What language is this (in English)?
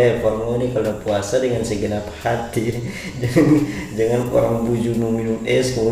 Manado Malay